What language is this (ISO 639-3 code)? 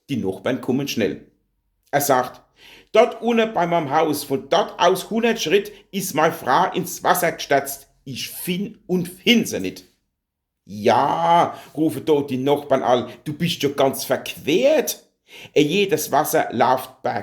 pfl